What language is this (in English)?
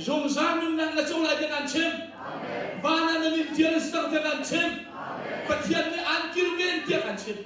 Hakha Chin